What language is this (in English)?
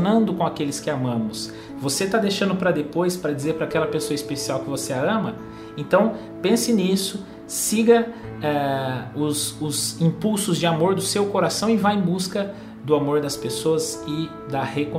Portuguese